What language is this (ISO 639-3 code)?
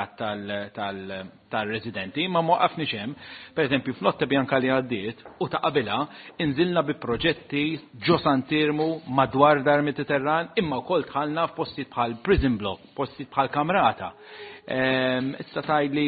mlt